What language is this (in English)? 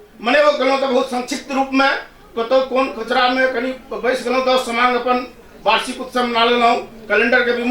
Maithili